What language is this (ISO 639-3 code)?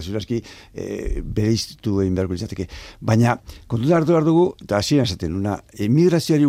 eus